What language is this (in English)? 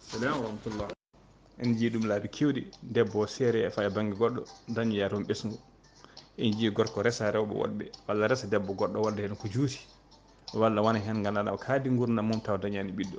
Fula